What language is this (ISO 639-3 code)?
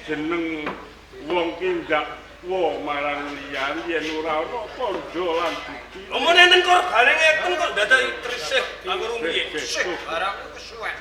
jav